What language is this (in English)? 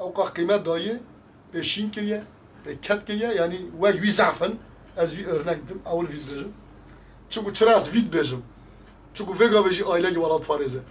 Kurdish